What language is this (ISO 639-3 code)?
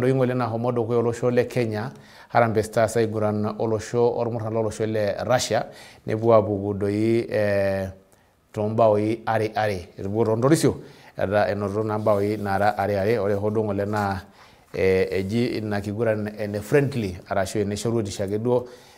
mas